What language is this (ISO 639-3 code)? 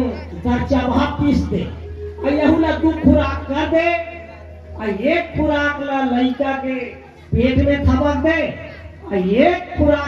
hne